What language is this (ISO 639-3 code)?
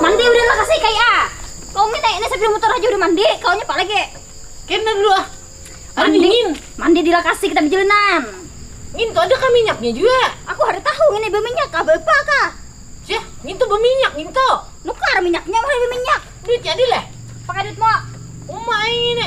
bjn